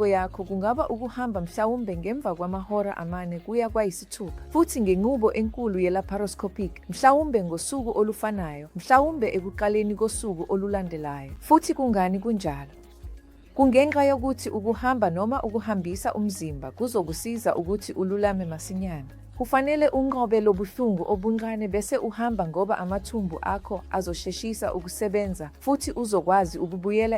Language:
Zulu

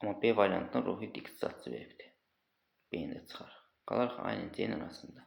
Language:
Azerbaijani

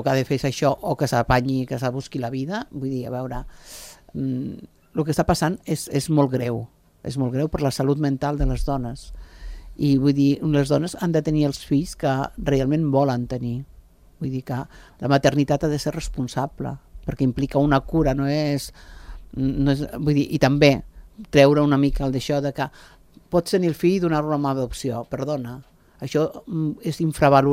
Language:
Catalan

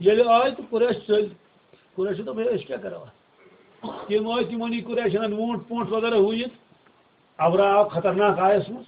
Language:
Kashmiri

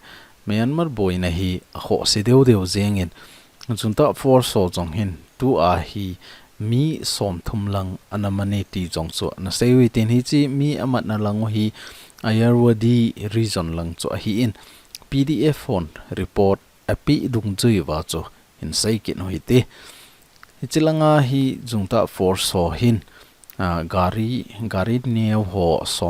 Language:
Thado Chin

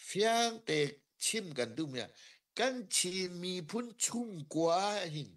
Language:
Hakha Chin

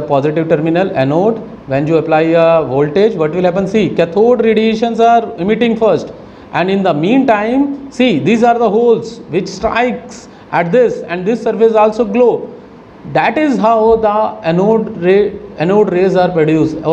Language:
English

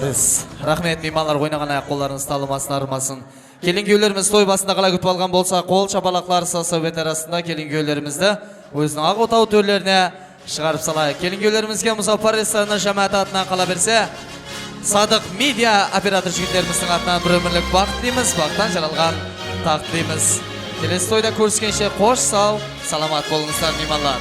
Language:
Kara-Kalpak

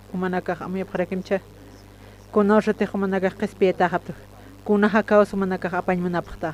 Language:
Aymara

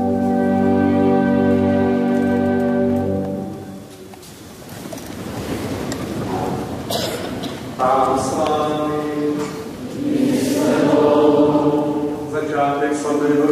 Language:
Czech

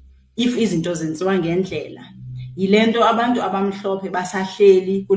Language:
Xhosa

